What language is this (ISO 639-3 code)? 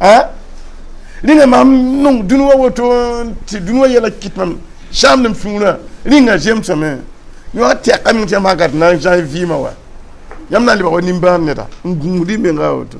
mos